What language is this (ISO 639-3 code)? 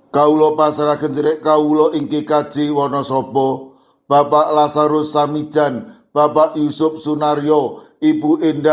jav